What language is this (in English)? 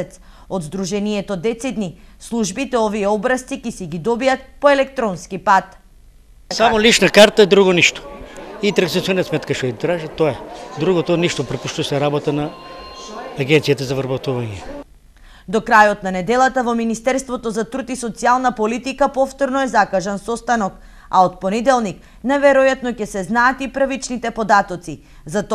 Macedonian